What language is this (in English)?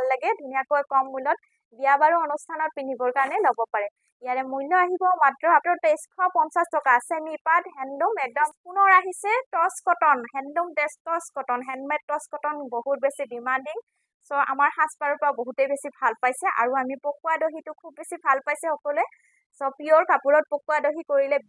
Assamese